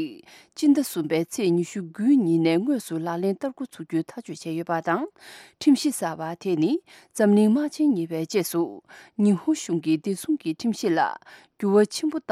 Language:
Tibetan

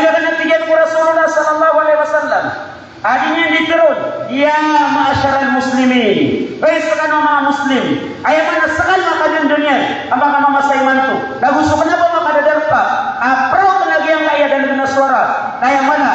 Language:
Maranao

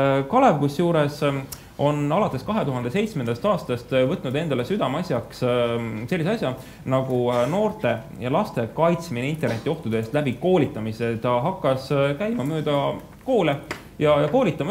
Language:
Estonian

